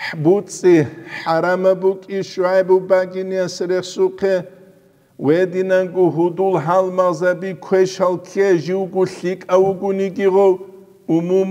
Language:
Avaric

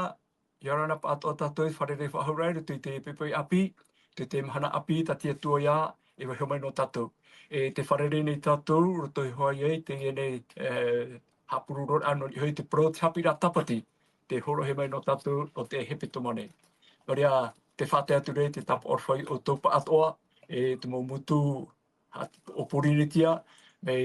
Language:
Tahitian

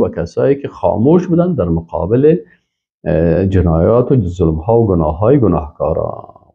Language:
Persian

